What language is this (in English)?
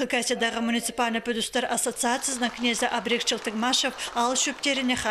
Khakas